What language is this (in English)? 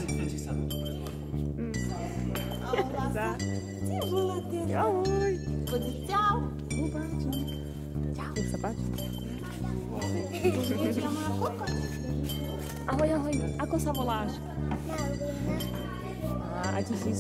Slovak